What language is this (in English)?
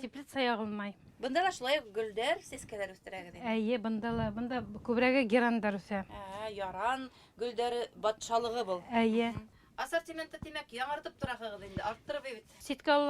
Bashkir